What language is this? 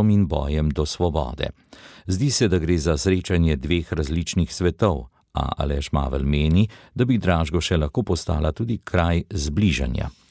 Slovenian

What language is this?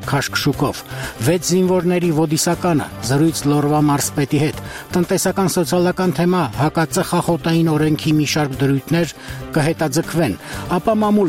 Armenian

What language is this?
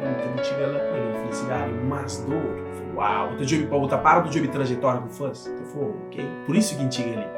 Kabuverdianu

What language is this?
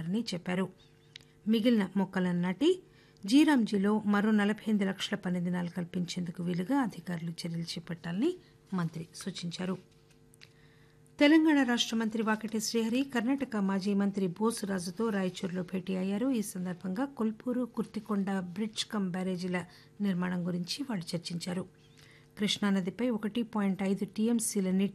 Telugu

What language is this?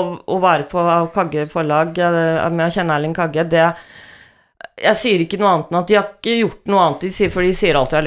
Norwegian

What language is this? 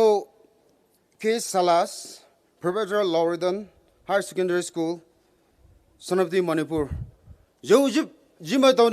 Poumei Naga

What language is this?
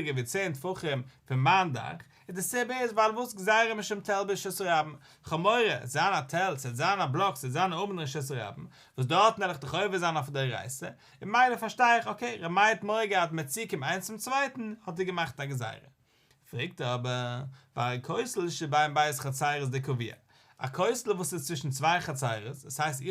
Yiddish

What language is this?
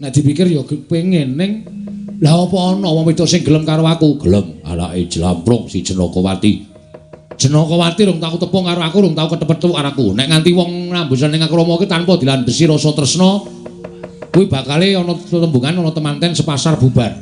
Javanese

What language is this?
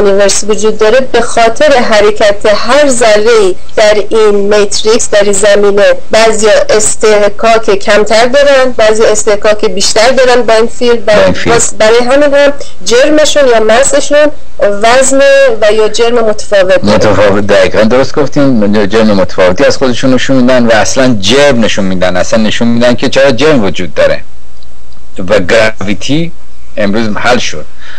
Persian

